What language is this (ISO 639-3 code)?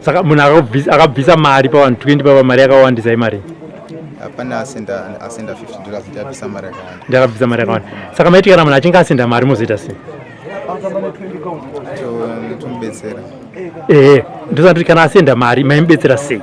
sna